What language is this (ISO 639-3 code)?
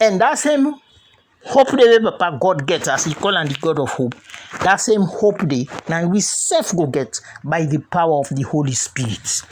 kri